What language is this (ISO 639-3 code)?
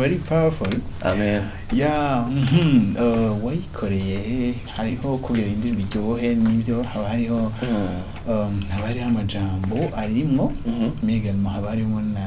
run